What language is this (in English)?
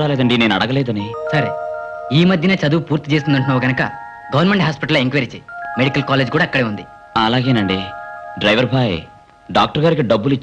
Telugu